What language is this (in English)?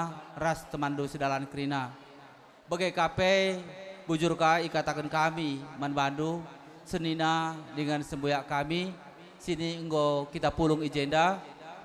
Batak Karo